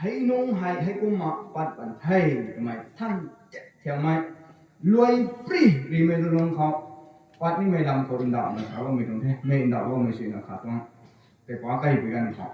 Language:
Rongmei Naga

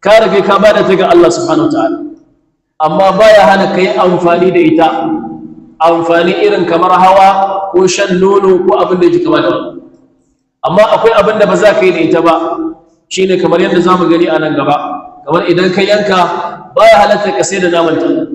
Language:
Hausa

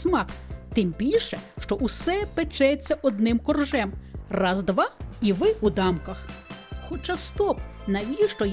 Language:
Ukrainian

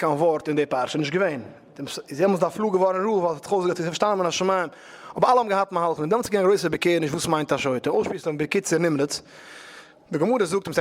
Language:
Yiddish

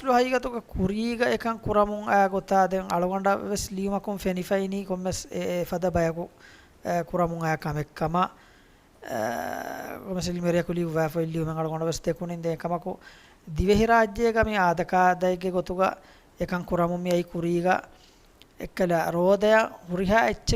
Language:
Divehi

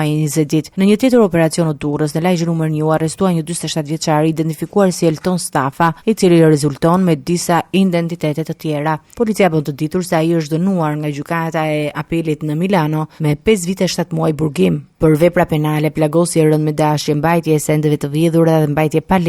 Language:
Albanian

